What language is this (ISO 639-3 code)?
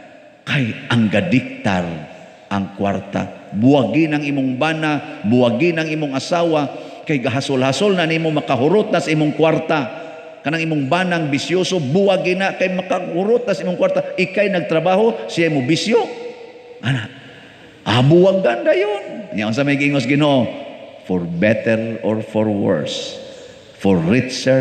ceb